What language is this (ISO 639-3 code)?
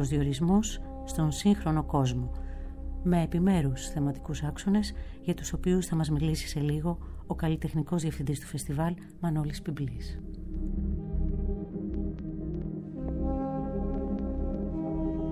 ell